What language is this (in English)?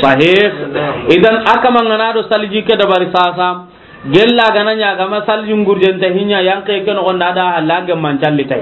Soninke